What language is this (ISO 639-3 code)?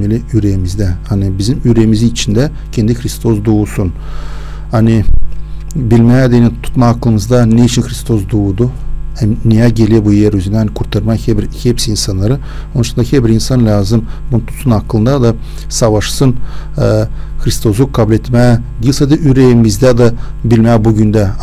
gag